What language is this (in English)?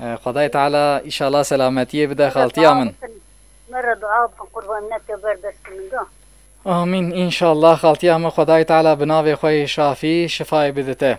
Kurdish